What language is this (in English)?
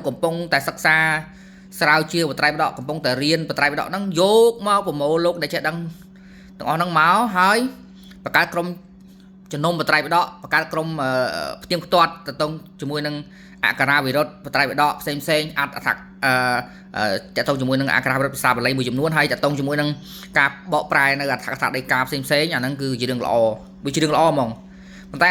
Khmer